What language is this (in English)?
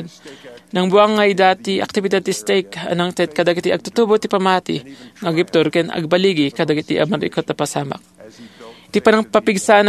Iloko